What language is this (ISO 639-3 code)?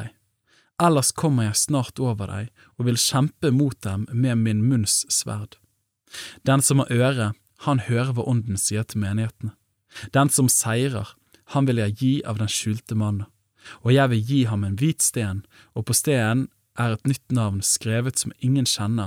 nor